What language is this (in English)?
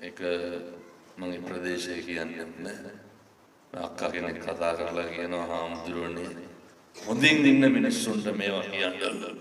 Sinhala